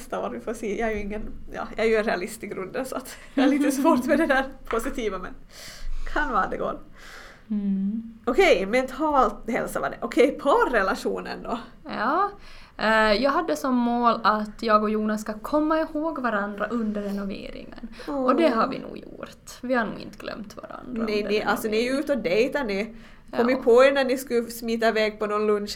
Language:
Swedish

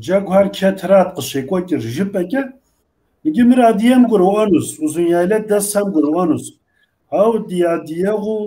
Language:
Kabardian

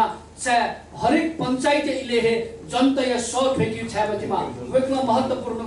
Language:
Newari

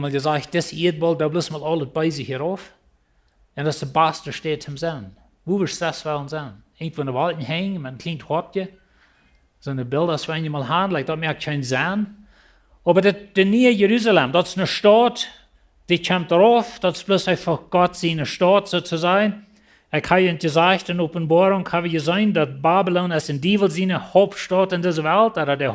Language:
Plautdietsch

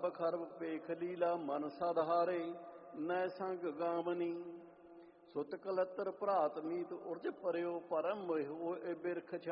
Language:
Punjabi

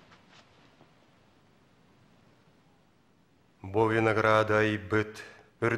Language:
Yakut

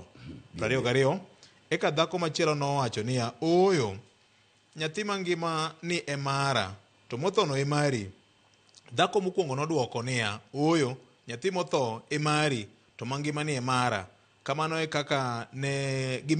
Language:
Luo (Kenya and Tanzania)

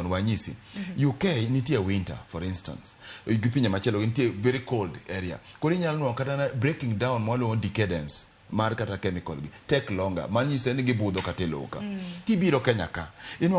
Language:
Luo (Kenya and Tanzania)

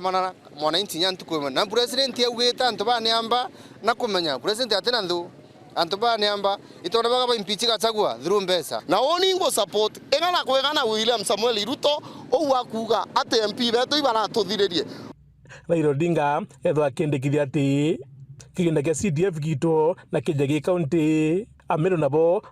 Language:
Meru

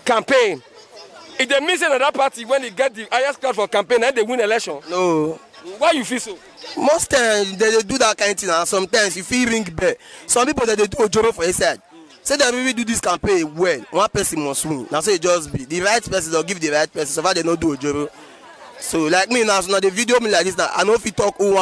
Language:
Nigerian Pidgin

